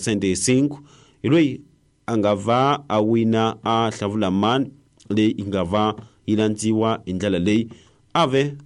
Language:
Tsonga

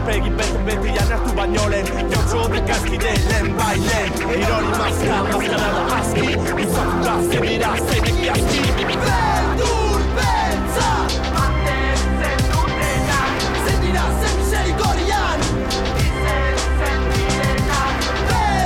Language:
Basque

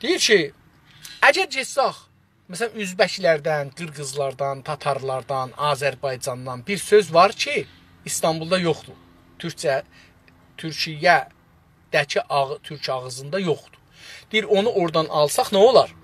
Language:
South Azerbaijani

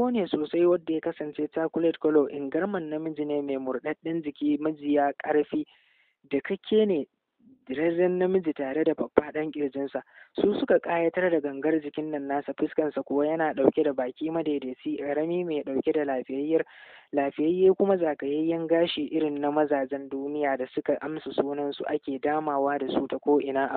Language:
Hausa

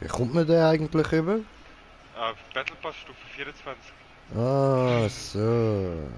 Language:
Swiss German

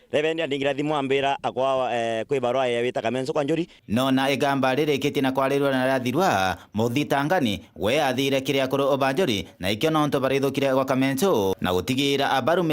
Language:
Meru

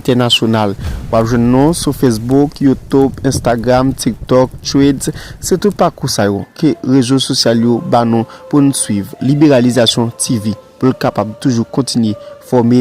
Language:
Haitian Creole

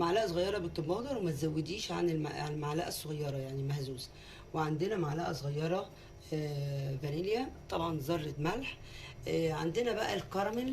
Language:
Egyptian Arabic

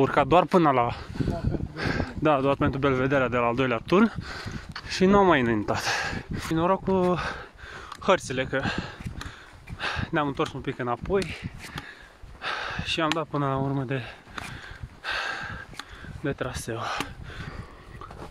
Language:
Romanian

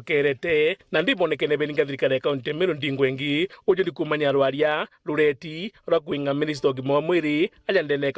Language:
Meru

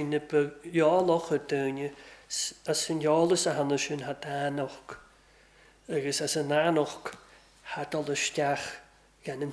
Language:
Welsh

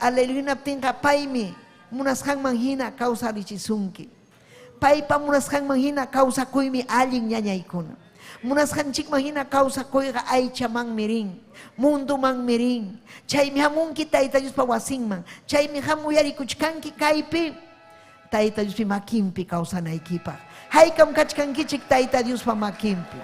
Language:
Ayacucho Quechua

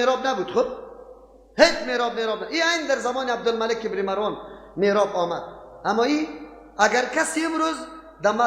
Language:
Persian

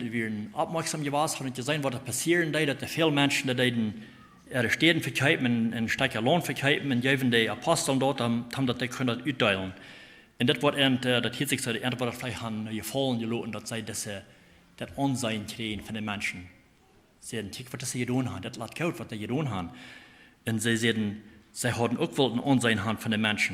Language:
Plautdietsch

